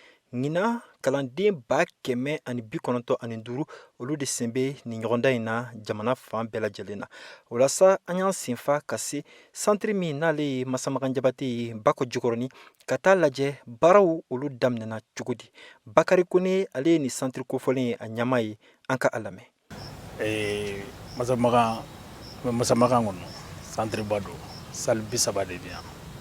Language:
Bambara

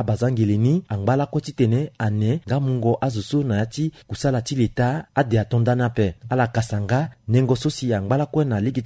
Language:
Sango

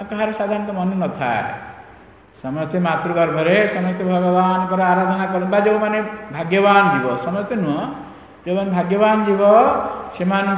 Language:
Odia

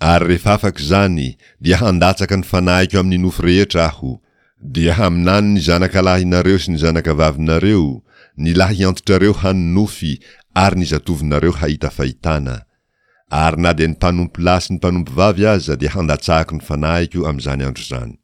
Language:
Malagasy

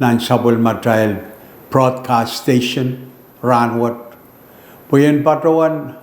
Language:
Pohnpeian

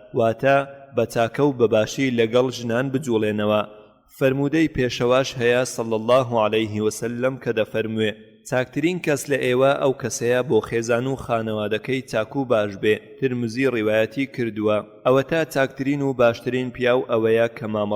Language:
Central Kurdish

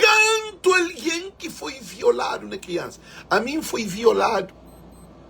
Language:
Kabuverdianu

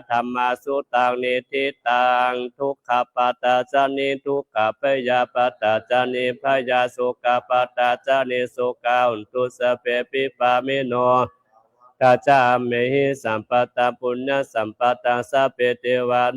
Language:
Pali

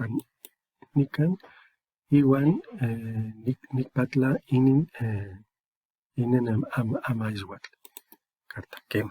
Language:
Eastern Huasteca Nahuatl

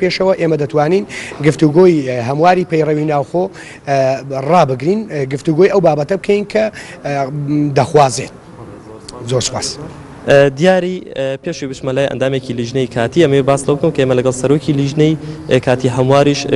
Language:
Central Kurdish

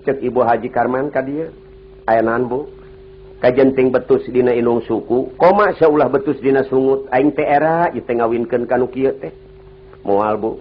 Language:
Sundanese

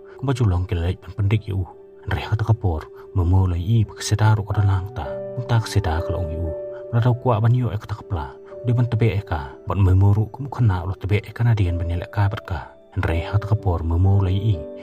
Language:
Khasi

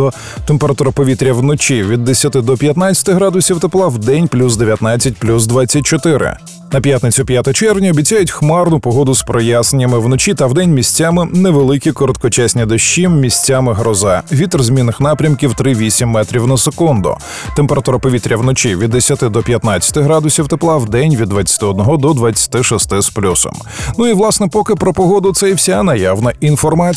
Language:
Ukrainian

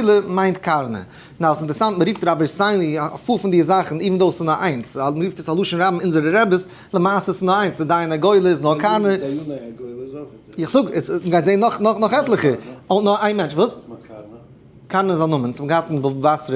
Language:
Yiddish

